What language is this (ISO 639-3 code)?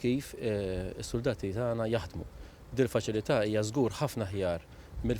mlt